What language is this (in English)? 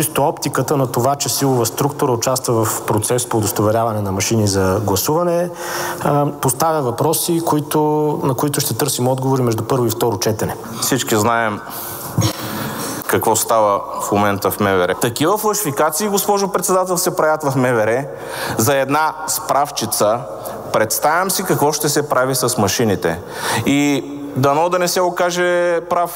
Bulgarian